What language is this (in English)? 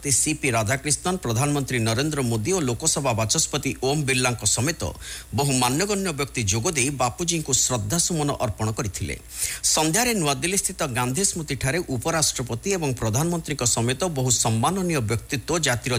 Odia